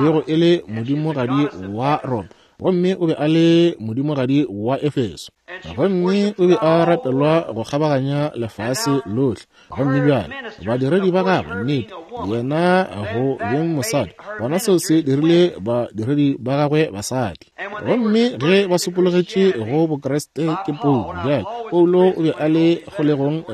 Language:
Northern Sotho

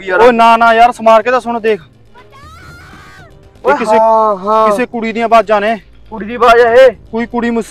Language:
Punjabi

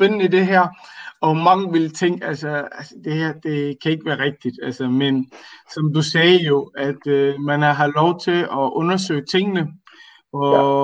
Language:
Danish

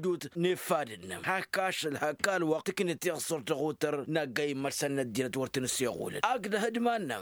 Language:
Tamasheq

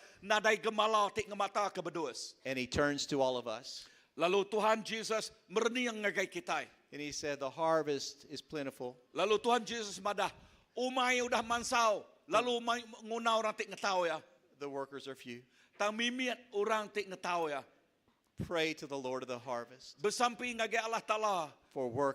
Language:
Iban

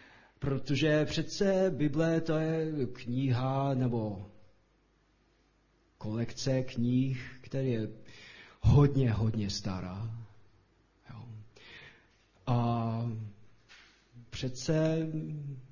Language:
Czech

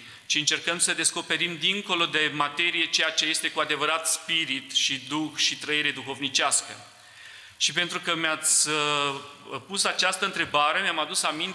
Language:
Romanian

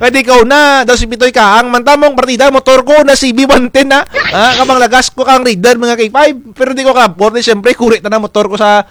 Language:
Kinaray-a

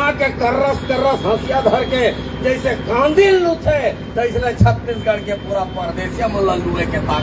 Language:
Chhattisgarhi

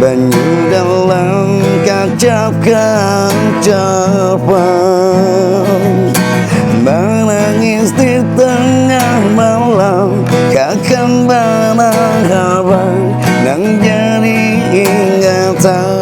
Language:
Banjar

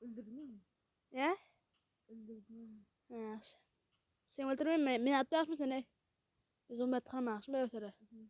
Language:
Kara-Kalpak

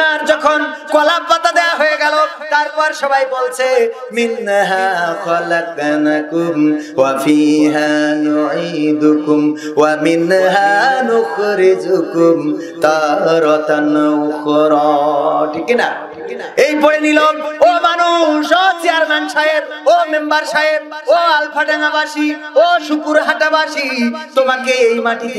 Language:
Bangla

